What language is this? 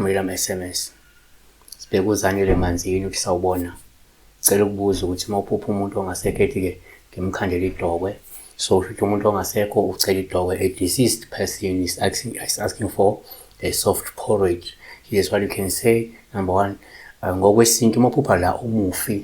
Zulu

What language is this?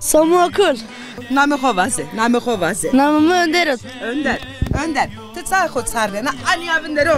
Zaza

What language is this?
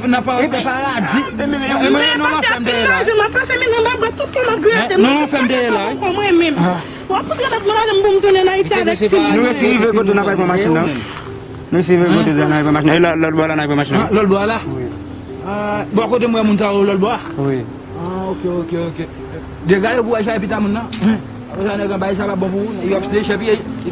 Haitian Creole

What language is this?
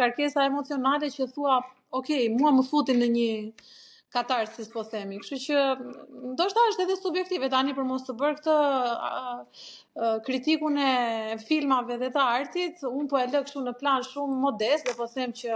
Albanian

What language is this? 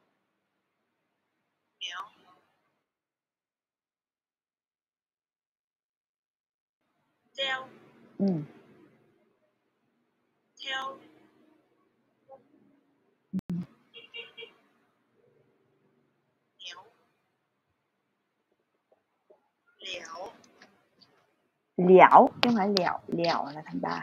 Vietnamese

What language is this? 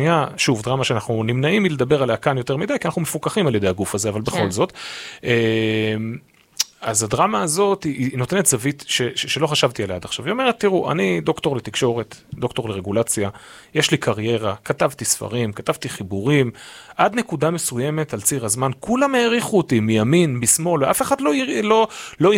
Hebrew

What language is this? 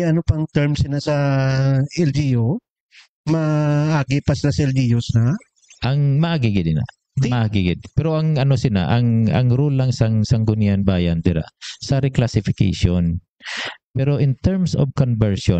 Hiligaynon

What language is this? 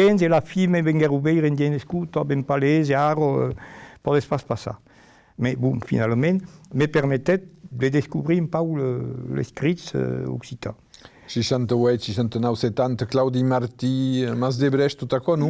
Occitan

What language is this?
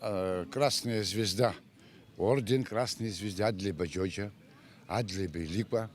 Abkhazian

